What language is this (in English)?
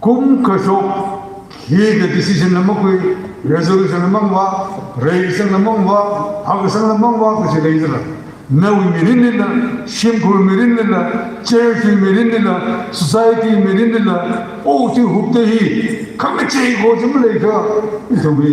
Tangkhul Naga (India)